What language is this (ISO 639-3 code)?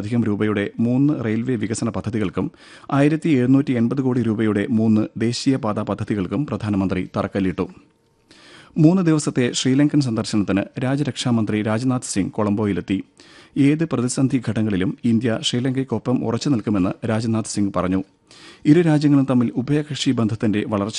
mal